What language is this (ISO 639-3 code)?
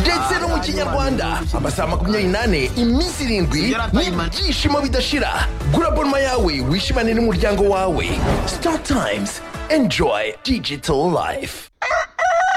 kin